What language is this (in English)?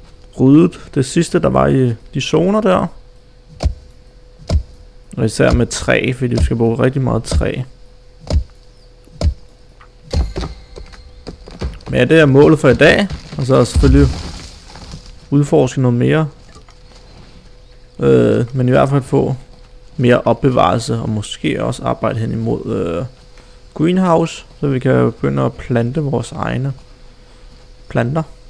Danish